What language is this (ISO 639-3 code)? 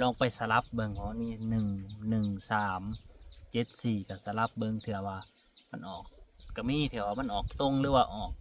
lao